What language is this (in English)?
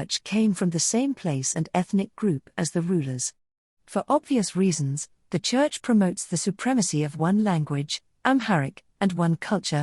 English